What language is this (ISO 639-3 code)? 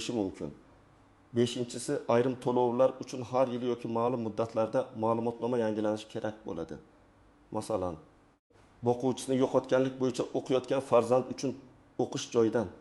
uzb